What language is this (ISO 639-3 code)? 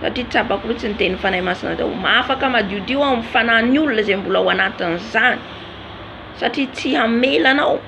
mlg